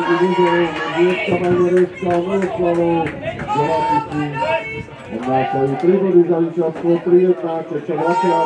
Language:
Slovak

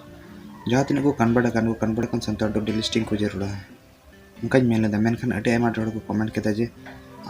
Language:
Santali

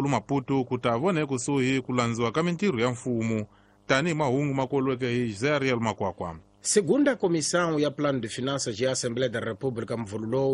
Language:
Tsonga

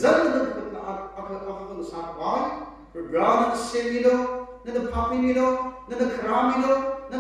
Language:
Tangkhul Naga (India)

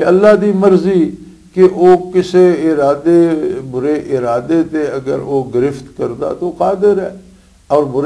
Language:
Western Panjabi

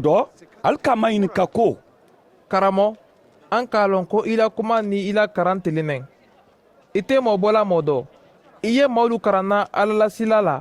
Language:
Mandingo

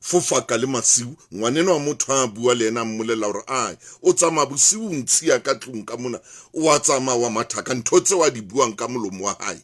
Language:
Southern Sotho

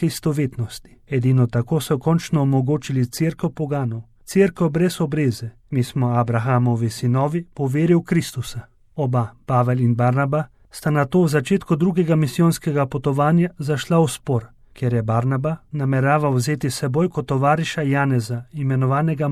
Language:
Slovenian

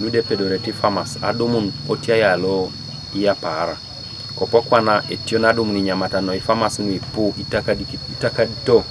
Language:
Teso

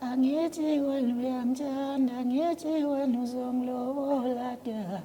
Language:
Zulu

